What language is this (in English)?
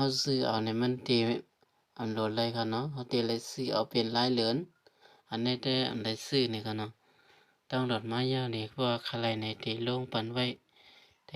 Shan